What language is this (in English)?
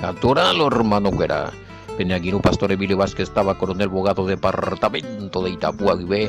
Guarani